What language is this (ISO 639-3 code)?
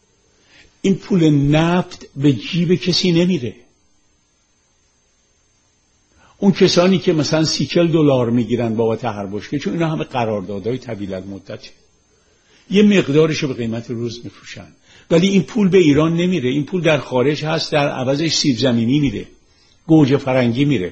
fas